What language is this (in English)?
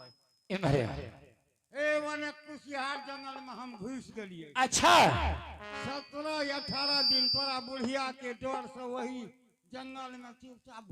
Angika